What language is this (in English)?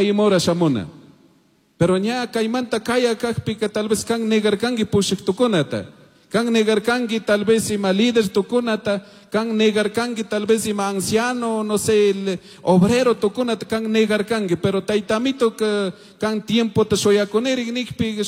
Chimborazo Highland Quichua